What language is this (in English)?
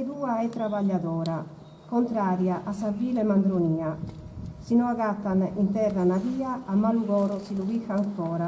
Sardinian